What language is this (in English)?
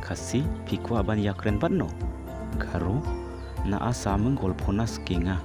Khasi